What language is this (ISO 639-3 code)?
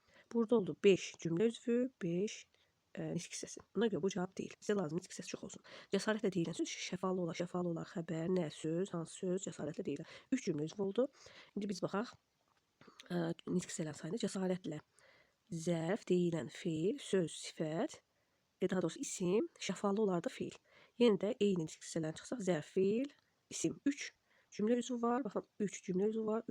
aze